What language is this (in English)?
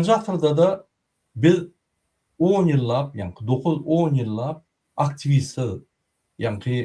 Turkmen